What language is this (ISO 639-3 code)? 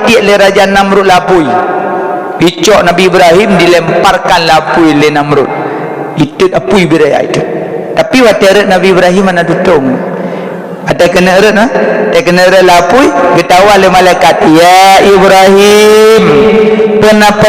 ace